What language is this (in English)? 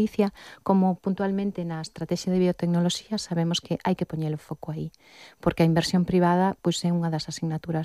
Galician